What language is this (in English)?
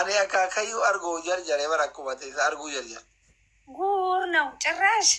Oromo